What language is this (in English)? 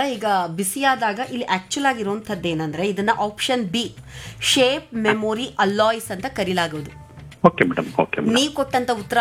Kannada